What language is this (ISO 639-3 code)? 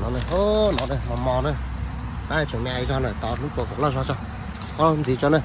hmn